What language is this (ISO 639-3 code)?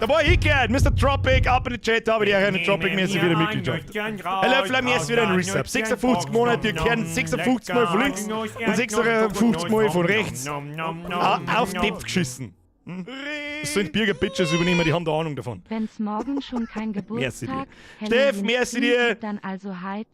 bar